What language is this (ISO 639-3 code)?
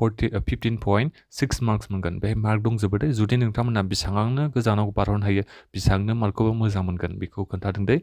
brx